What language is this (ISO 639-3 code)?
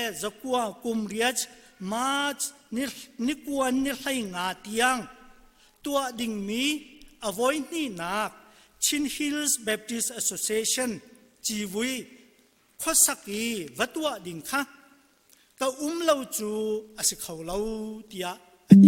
cnh